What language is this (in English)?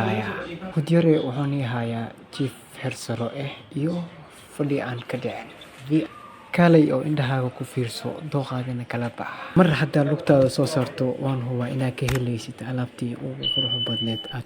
Somali